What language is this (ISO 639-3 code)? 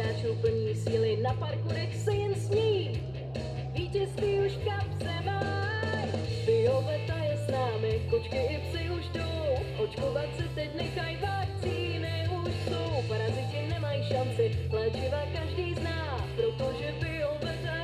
ces